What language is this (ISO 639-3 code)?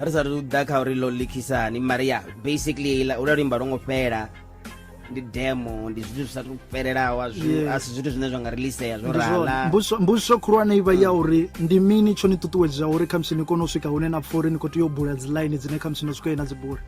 ven